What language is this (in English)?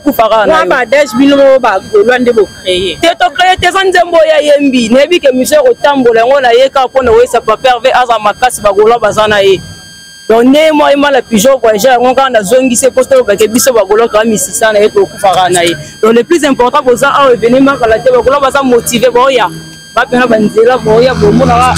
Lingala